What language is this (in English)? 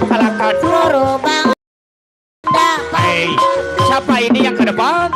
Betawi